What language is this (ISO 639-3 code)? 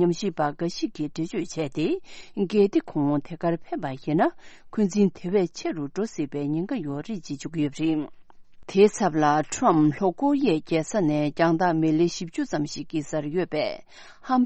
bod